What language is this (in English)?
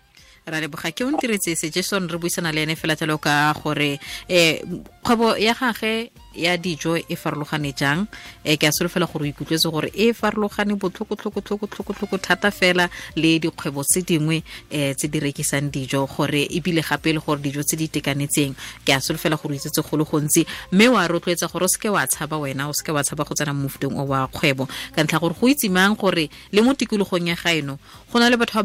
Tswana